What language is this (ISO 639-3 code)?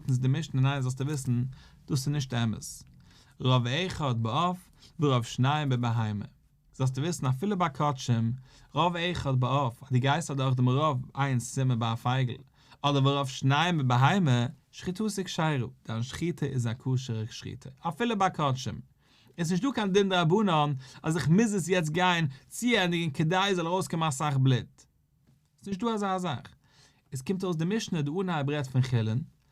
yid